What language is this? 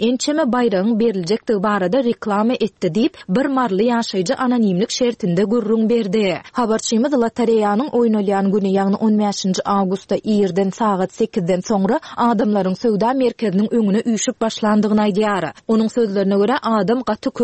Turkmen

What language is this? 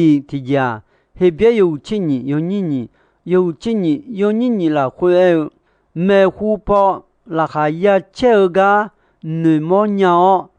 Akha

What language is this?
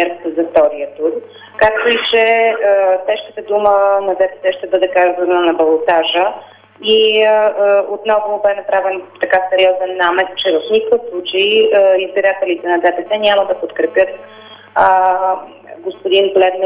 Bulgarian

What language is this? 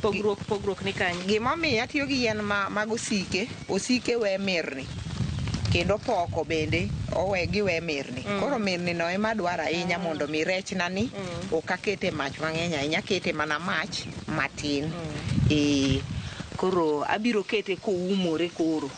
Luo (Kenya and Tanzania)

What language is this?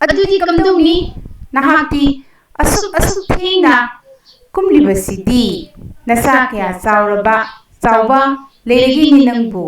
Manipuri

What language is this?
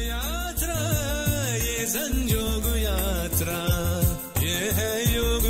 Konkani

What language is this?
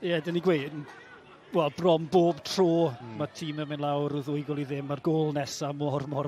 Welsh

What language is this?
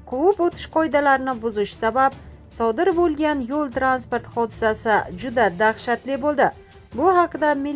Uzbek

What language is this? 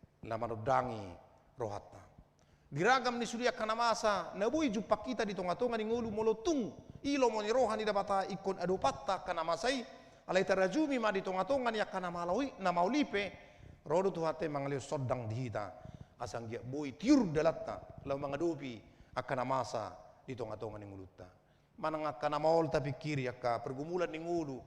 Batak Toba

